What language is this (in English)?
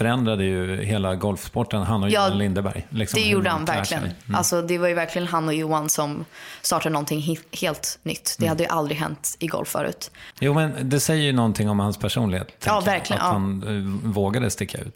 Swedish